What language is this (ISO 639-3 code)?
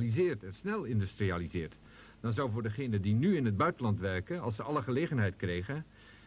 nld